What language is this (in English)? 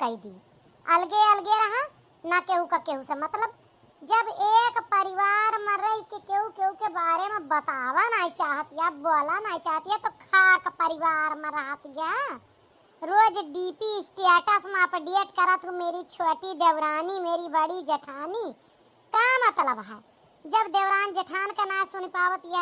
Awadhi